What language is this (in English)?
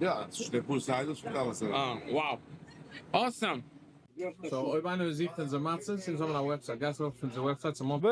Yiddish